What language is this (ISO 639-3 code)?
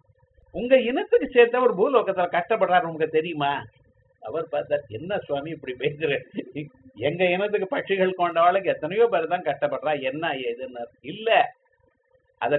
tam